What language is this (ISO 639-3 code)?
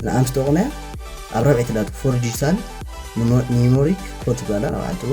tir